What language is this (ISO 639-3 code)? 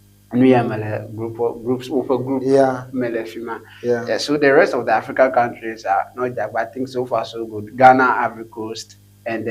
ewe